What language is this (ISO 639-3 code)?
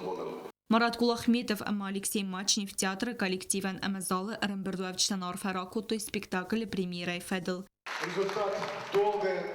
oss